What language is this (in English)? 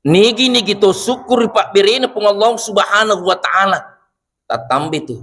Buginese